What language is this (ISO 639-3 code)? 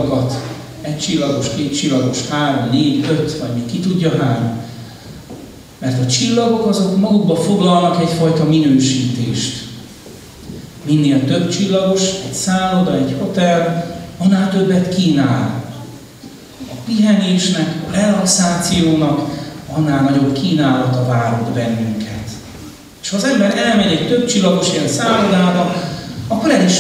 hun